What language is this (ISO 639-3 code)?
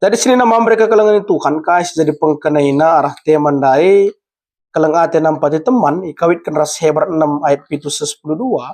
btx